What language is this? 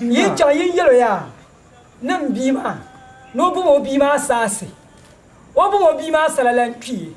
Dagbani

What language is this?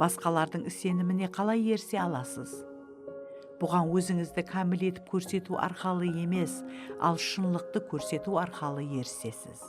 Kara-Kalpak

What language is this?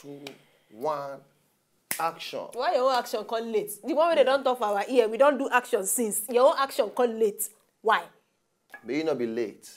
Nigerian Pidgin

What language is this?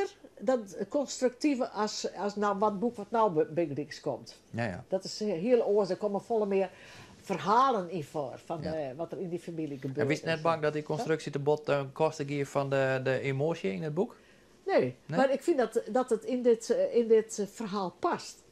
Western Frisian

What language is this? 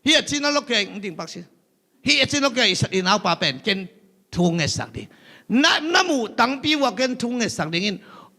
Tedim Chin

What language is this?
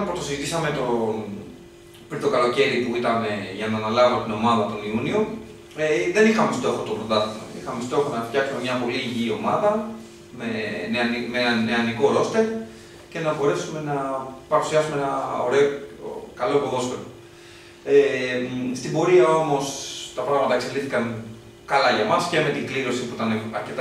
Greek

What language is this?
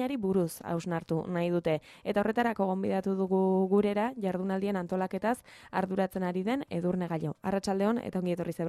Basque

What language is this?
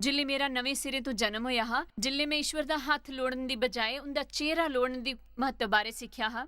Dogri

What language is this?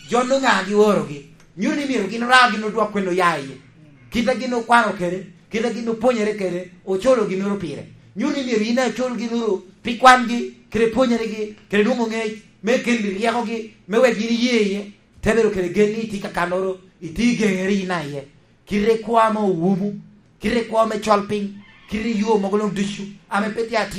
Lango (Uganda)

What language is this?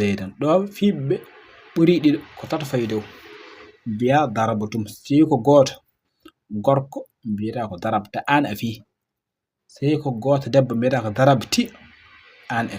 Fula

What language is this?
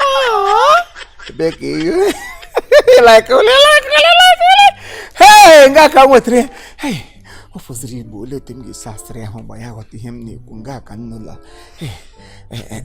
Igbo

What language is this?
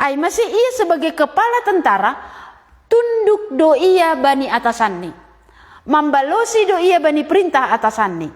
Batak Simalungun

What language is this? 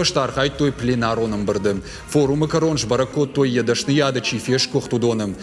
Ossetic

